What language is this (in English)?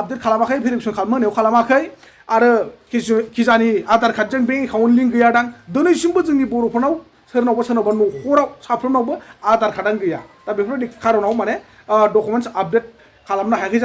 Bodo